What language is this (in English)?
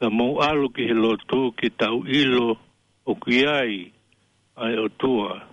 Tongan